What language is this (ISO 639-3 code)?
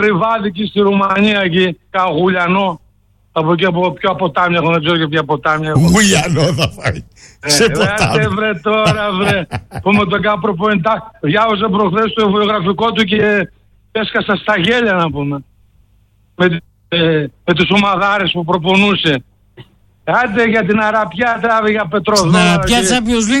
ell